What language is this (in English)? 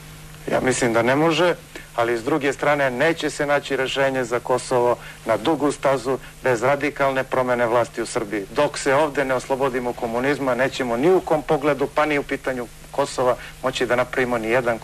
Serbian